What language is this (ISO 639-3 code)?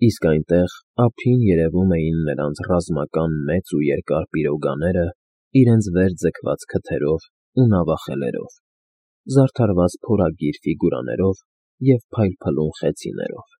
hye